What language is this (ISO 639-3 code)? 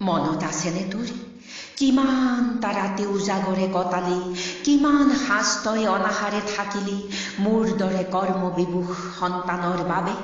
asm